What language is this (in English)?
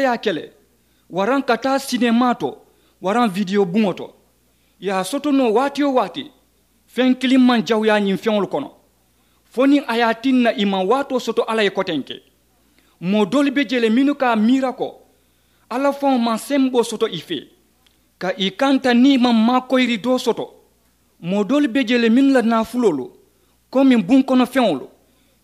Mandingo